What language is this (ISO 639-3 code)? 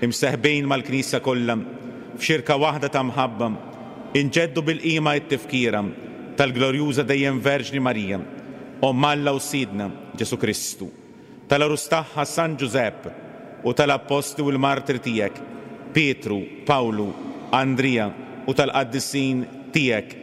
mlt